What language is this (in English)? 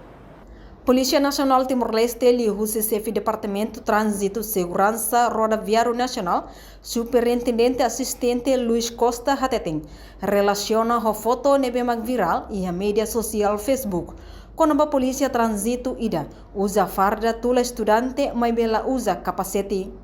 Tetum